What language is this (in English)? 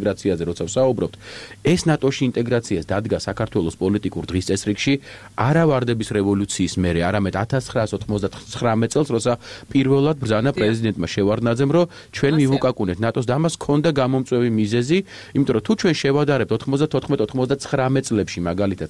Georgian